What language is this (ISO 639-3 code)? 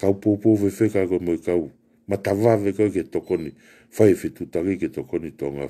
ton